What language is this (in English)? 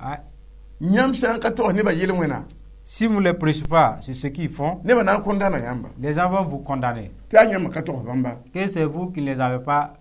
Mossi